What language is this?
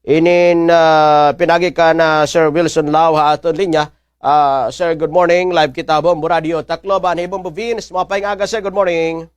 Waray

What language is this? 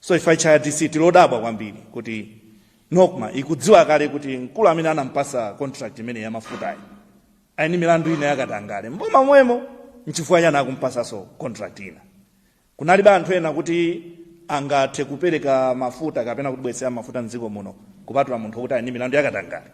Nyanja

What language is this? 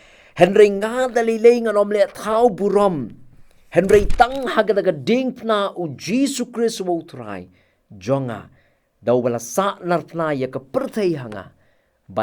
Khasi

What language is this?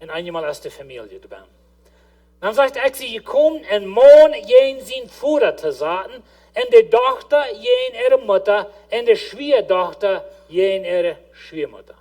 Plautdietsch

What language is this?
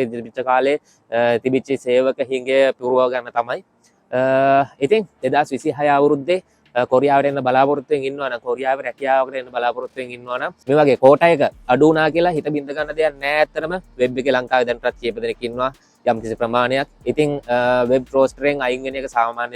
Sinhala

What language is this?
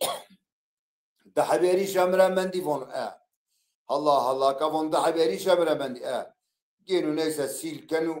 Zaza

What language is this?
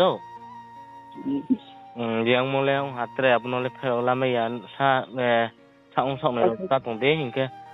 Riang (India)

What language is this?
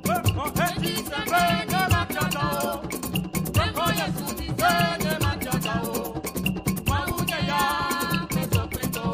Ewe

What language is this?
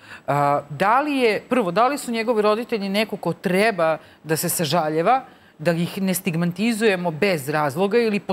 Serbian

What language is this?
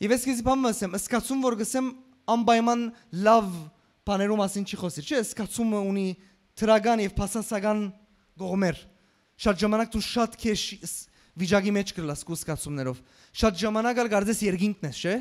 Western Armenian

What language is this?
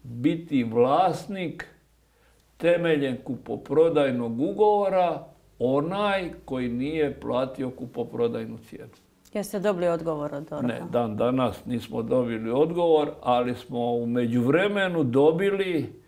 Croatian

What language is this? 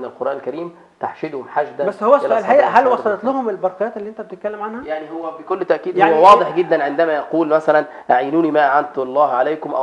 Egyptian Arabic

